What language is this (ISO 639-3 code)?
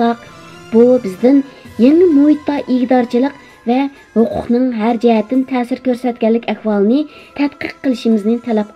uig